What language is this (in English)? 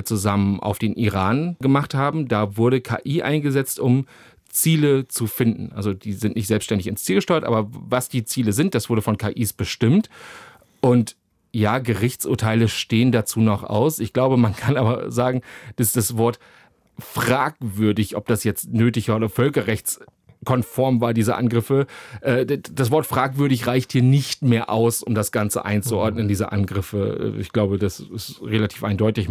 German